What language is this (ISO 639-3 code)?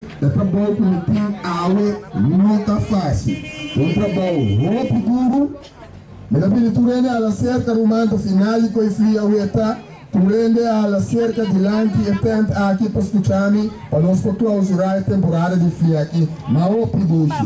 pap